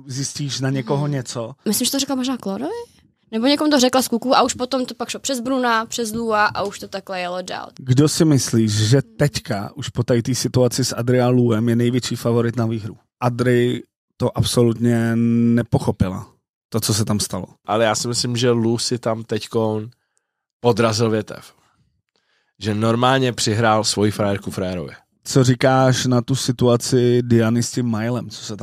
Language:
Czech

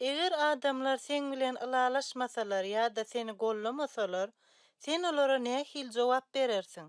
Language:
Turkmen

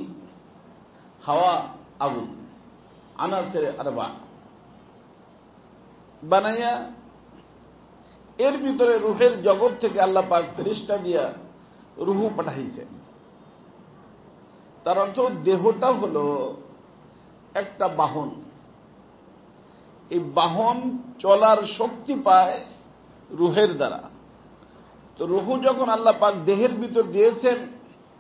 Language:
Bangla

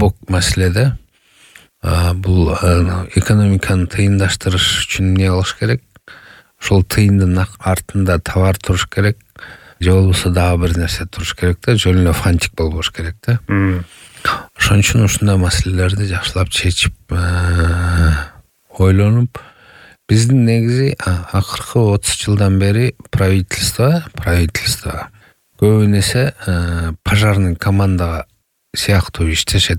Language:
Kyrgyz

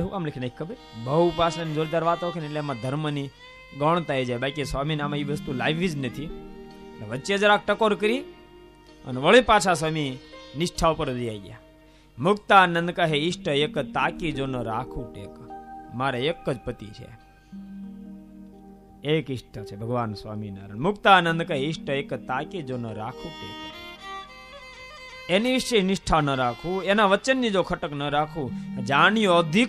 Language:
Gujarati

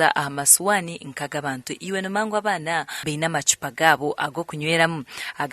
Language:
Nyankole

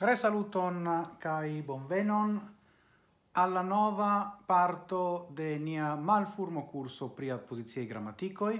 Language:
Esperanto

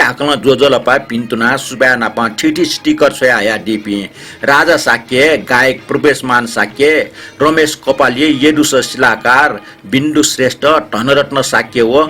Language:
Newari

